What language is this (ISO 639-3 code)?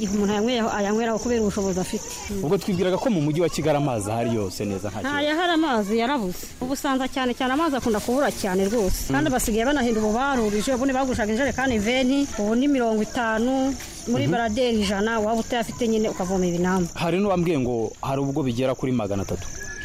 kin